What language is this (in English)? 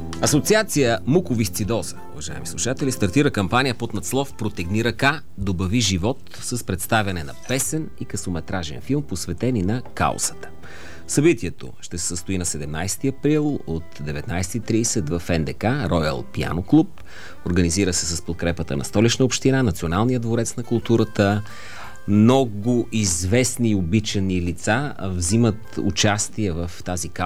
Bulgarian